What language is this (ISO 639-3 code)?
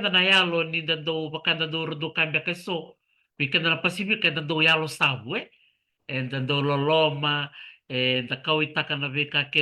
fij